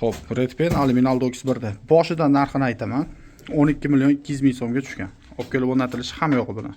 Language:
Uzbek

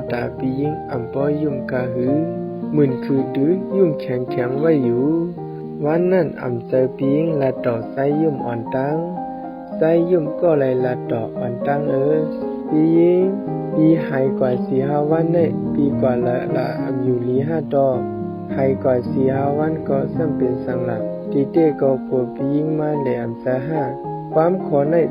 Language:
Shan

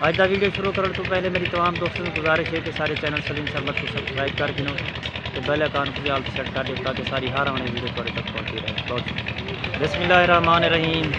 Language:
Saraiki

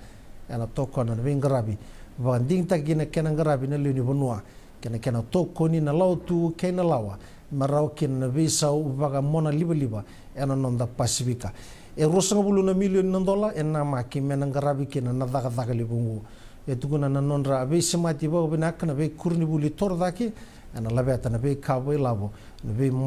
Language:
Fijian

